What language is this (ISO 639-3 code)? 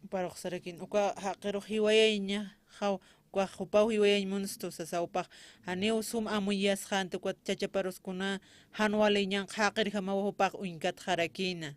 aym